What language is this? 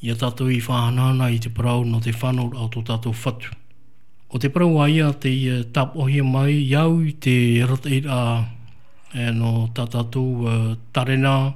Tahitian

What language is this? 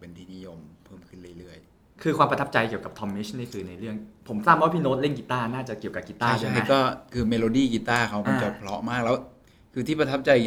Thai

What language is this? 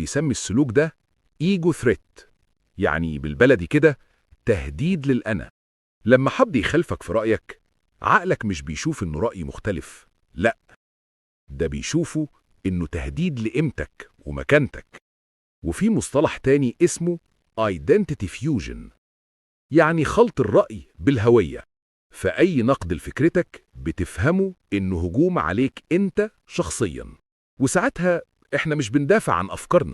Egyptian Arabic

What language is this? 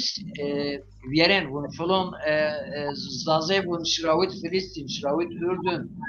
Zaza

